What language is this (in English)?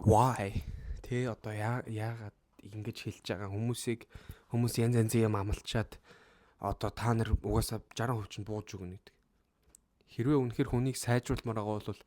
Mongolian